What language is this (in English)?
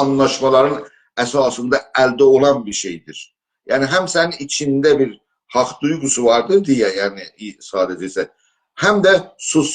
South Azerbaijani